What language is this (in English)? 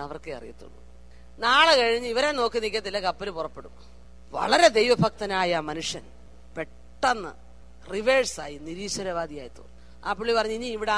Malayalam